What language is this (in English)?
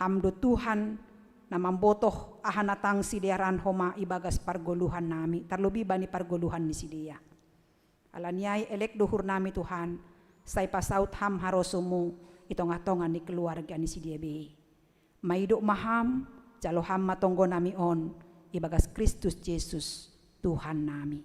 Batak Simalungun